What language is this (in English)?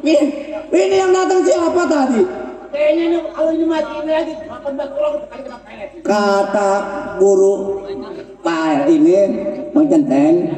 Betawi